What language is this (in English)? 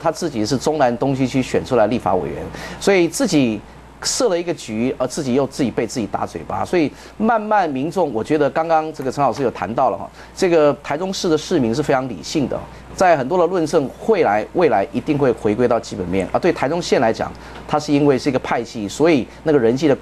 Chinese